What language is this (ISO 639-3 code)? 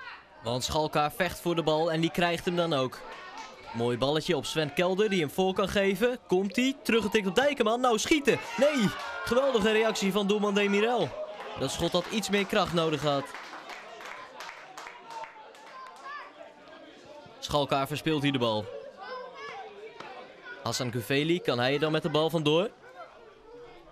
nld